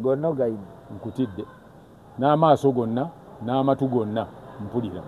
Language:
Ganda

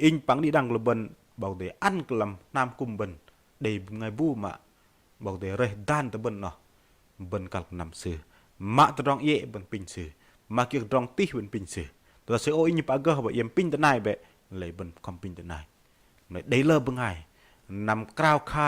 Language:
Bahnar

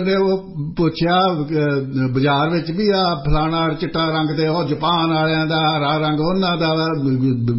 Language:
Punjabi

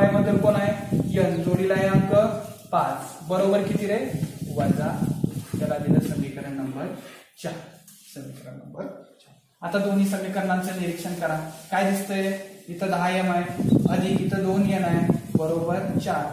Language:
Marathi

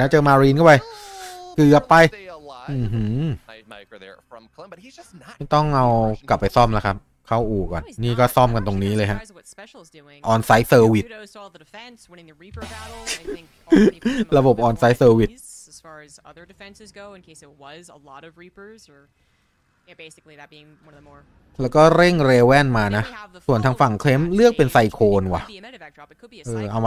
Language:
Thai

